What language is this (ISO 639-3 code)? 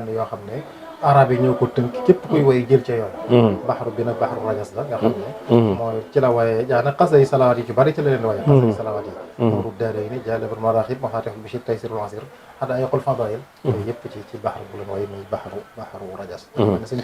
wol